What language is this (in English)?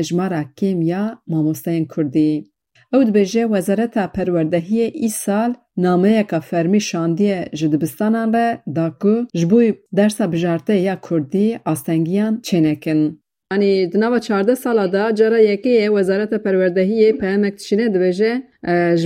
Kurdish